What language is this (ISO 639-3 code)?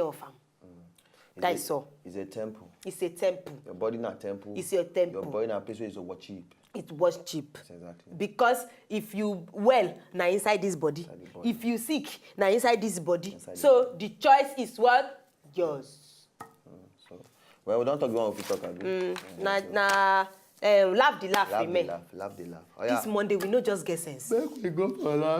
pcm